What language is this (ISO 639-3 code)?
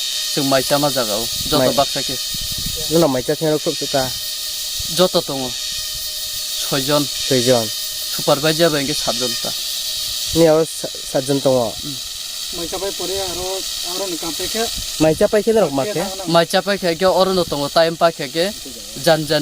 trp